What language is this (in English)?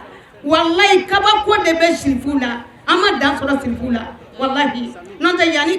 Bambara